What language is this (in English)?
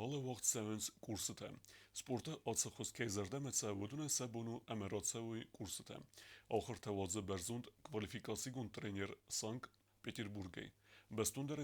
Ossetic